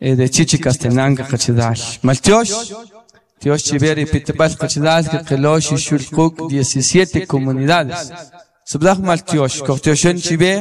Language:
Kaqchikel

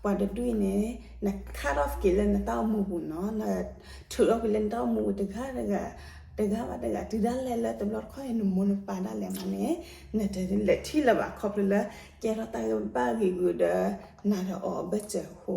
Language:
S'gaw Karen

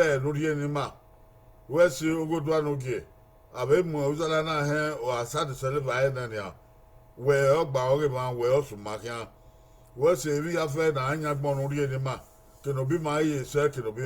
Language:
Bini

